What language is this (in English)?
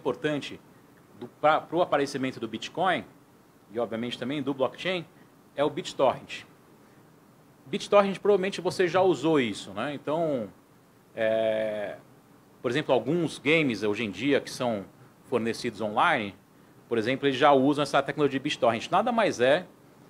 Portuguese